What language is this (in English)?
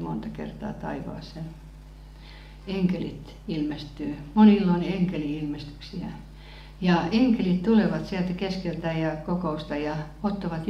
Finnish